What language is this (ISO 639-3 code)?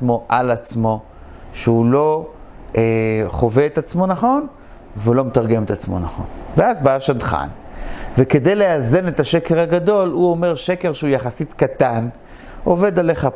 heb